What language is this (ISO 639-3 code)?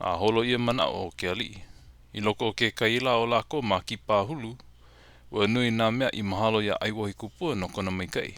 haw